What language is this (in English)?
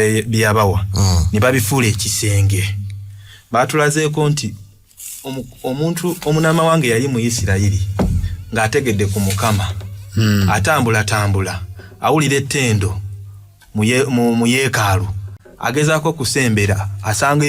Ganda